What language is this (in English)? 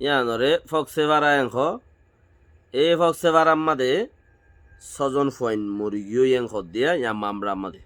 Rohingya